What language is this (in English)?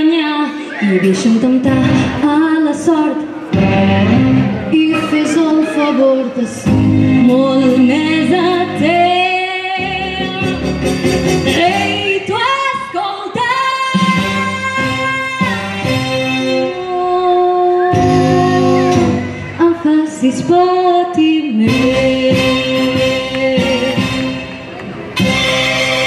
Catalan